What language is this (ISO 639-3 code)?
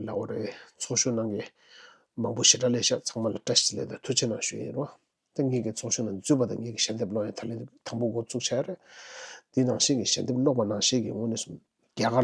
bod